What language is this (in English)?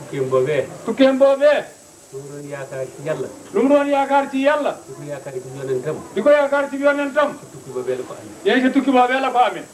Wolof